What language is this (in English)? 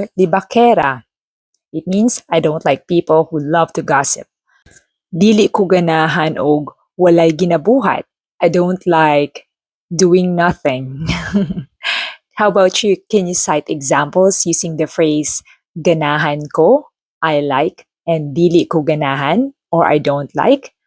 Cebuano